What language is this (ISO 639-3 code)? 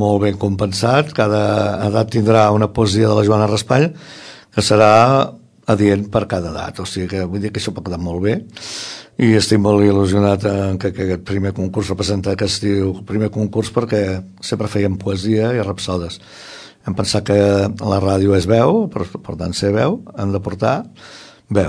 cat